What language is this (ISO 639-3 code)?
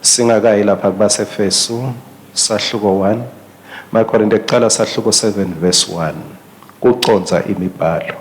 ssw